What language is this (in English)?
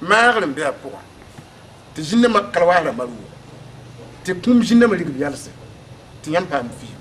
Mossi